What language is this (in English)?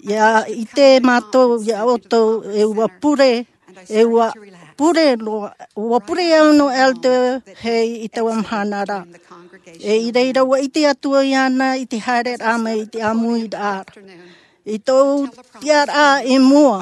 Tahitian